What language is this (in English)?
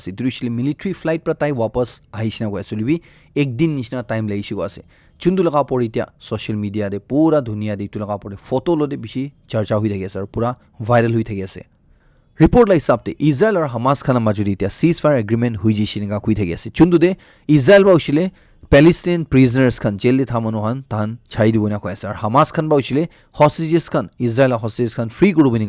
Naga Pidgin